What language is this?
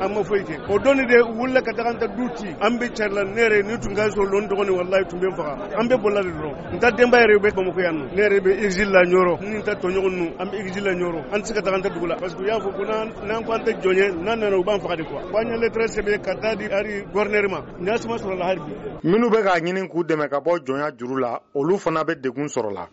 Bambara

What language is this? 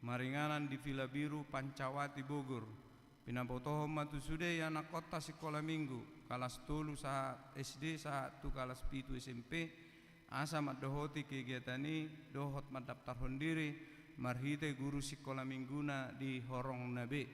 Batak Toba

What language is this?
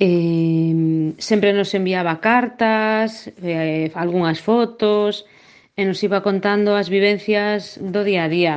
Galician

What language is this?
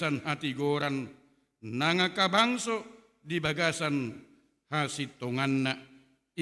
Batak Toba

